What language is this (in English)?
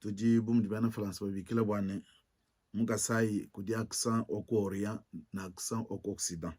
Luba-Lulua